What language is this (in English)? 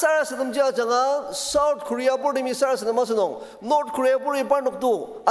Ao Naga